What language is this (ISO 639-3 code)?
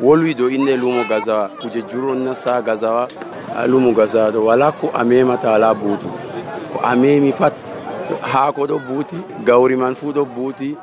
fuv